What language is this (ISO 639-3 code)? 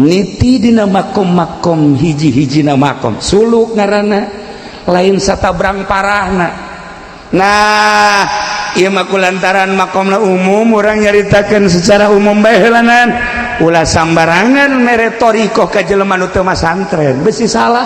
sun